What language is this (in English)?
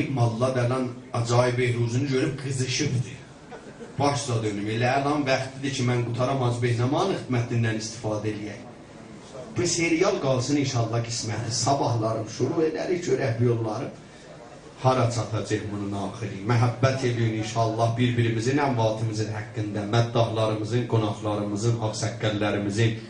South Azerbaijani